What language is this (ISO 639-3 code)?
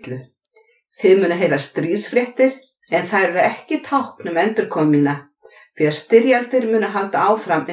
isl